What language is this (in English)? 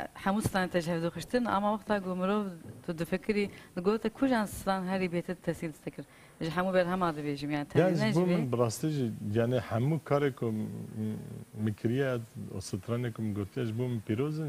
Kurdish